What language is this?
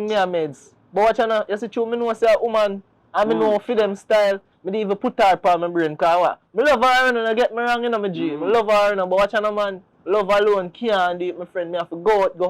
Jamaican Creole English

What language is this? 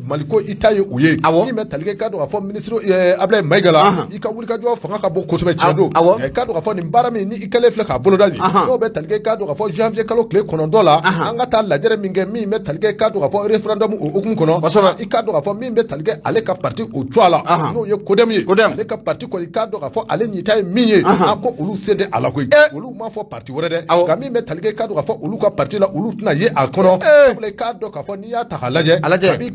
Bambara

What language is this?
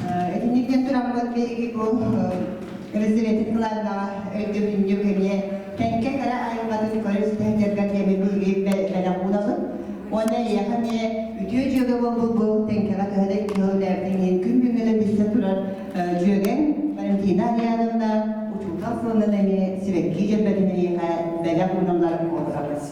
Yakut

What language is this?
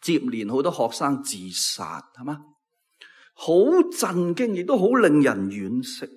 Cantonese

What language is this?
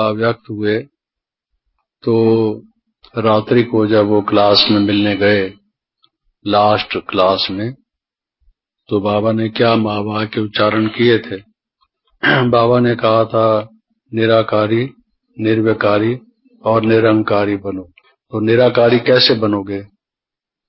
Hindi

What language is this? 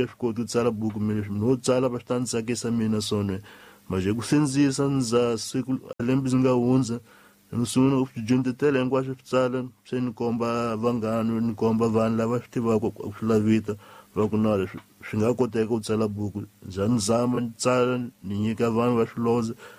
Tsonga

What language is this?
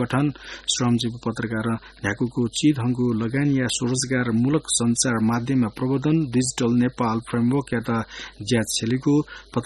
Newari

